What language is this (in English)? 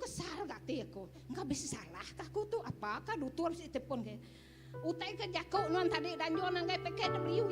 Iban